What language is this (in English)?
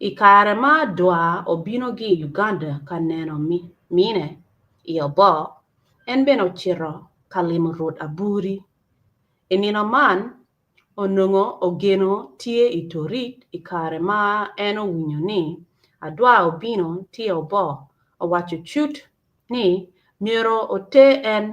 Acoli